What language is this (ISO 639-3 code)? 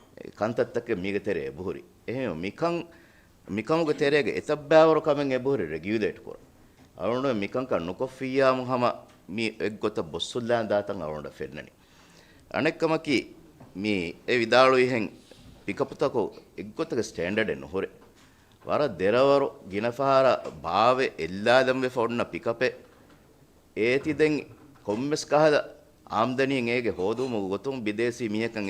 div